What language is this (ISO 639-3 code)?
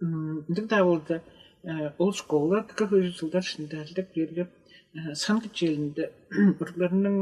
tyv